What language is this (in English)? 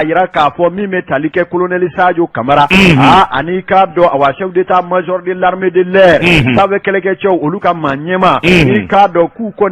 Bambara